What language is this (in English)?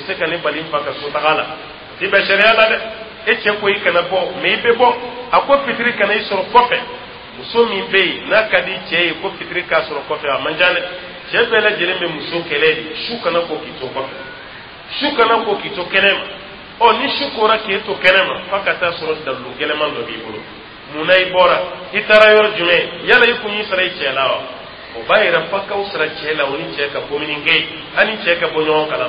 Dyula